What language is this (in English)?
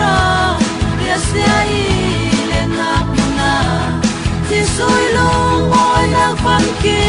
Falam Chin